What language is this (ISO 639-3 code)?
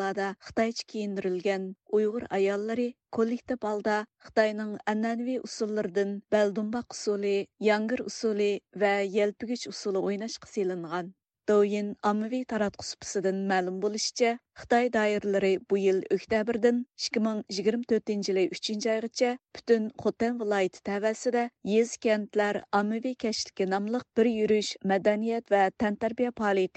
uig